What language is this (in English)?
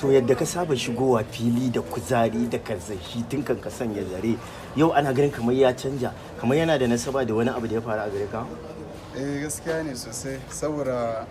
Hausa